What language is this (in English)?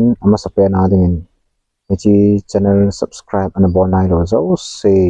Thado Chin